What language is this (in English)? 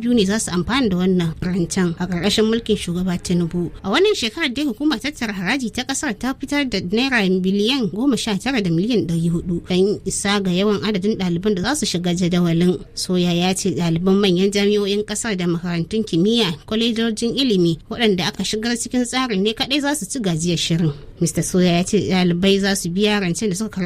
Hausa